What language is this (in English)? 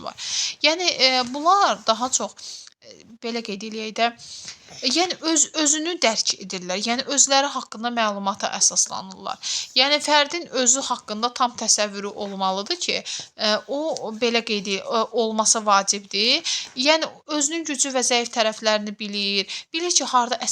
Azerbaijani